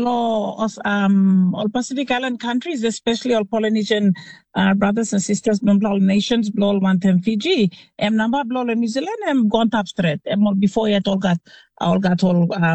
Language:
Tok Pisin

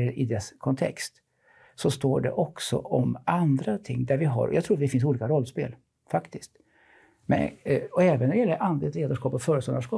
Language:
Swedish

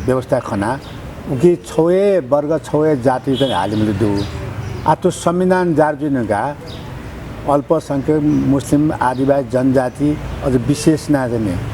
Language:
Newari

